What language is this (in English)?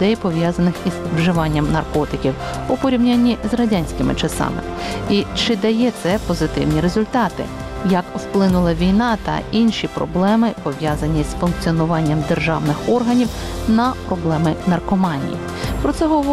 Ukrainian